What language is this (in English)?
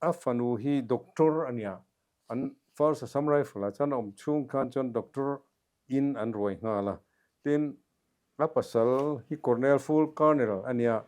Mizo